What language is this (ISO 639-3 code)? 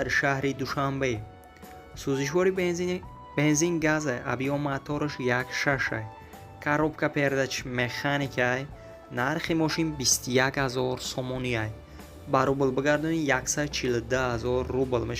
tgk